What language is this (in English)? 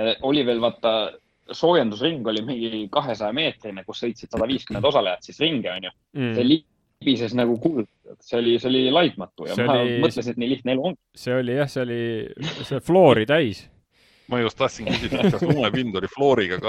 Estonian